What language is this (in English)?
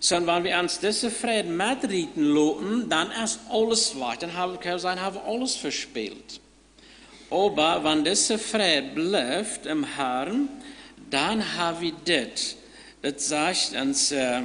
Plautdietsch